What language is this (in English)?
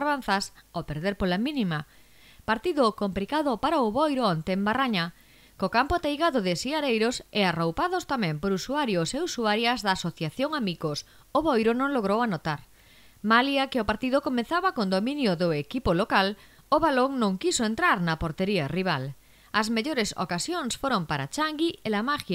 Galician